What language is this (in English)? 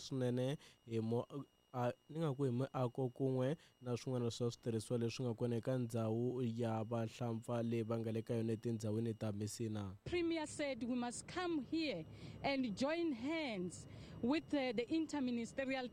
Tsonga